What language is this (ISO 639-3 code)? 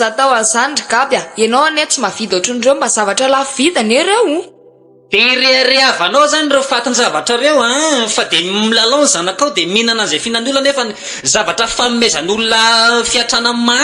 mlg